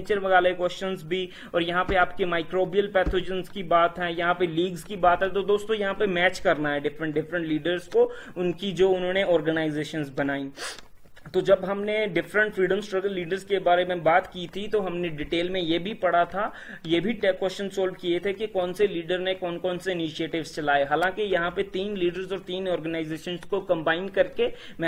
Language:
Hindi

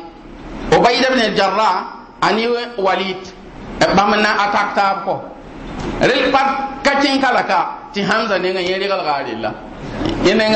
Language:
Mossi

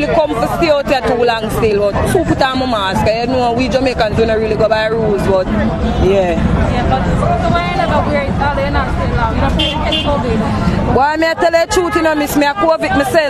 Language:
Jamaican Creole English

